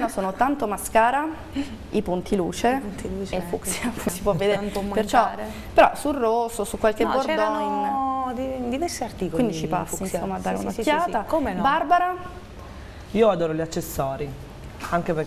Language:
Italian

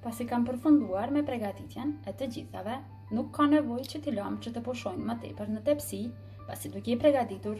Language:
Albanian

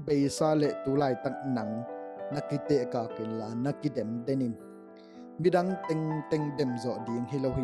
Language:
Tedim Chin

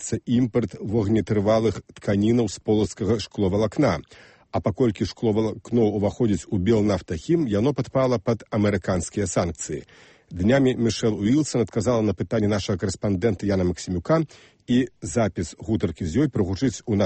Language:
Belarusian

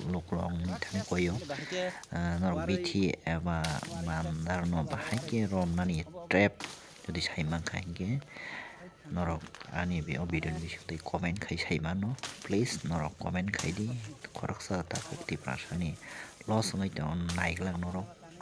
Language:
Kok Borok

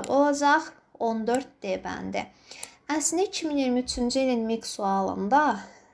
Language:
Azerbaijani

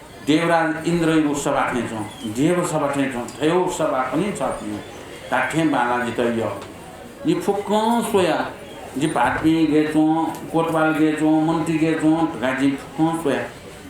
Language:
Newari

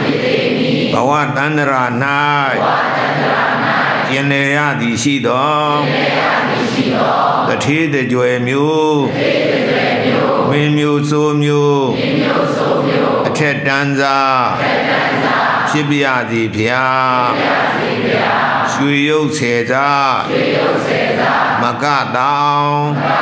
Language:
Burmese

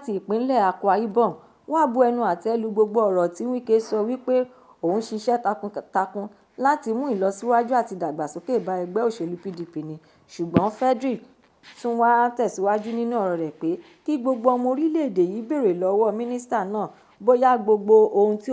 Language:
Yoruba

